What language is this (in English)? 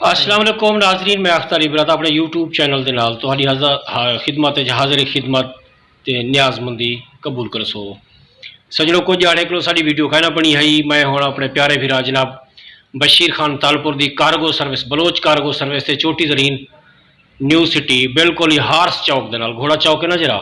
Saraiki